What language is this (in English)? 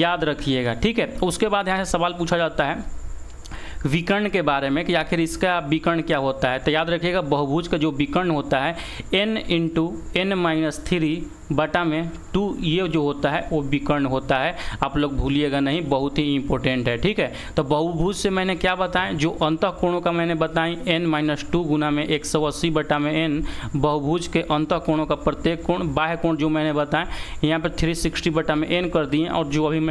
Hindi